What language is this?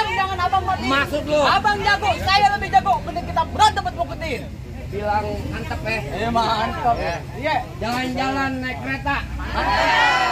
Betawi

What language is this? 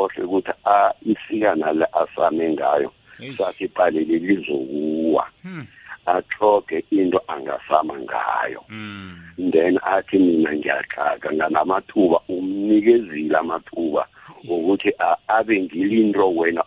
South Ndebele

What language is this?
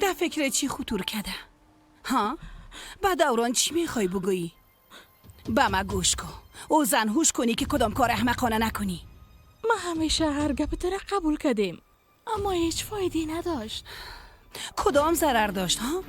Persian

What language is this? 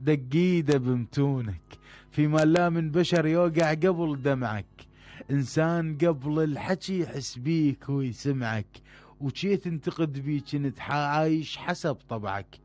Mesopotamian Arabic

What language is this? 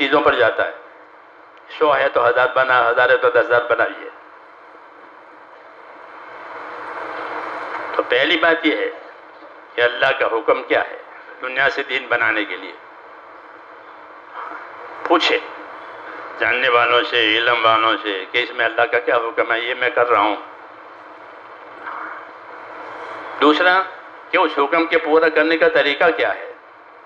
Urdu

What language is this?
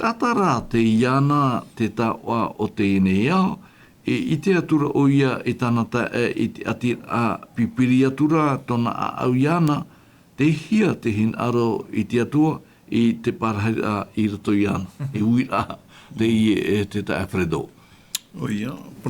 Tahitian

